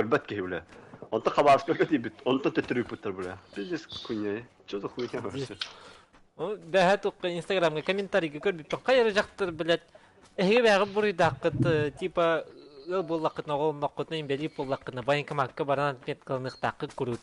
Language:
Yakut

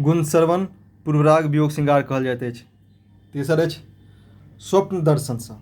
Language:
Maithili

